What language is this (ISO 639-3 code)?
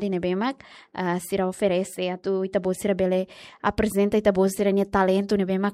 tet